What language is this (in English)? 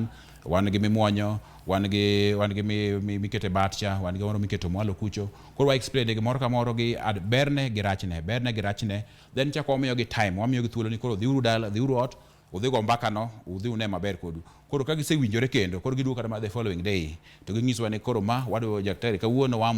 Luo (Kenya and Tanzania)